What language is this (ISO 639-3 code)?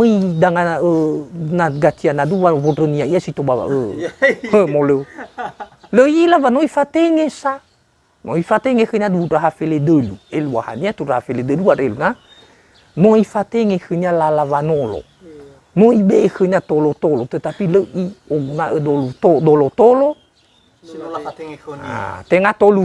nia